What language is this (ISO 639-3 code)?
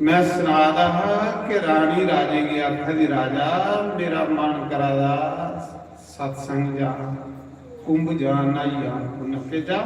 doi